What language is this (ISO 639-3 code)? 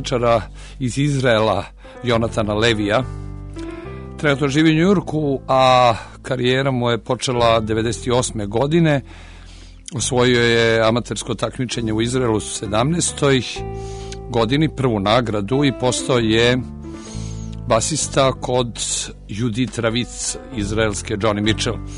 srp